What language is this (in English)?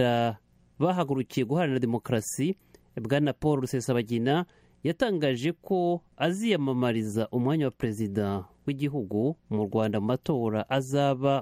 Kinyarwanda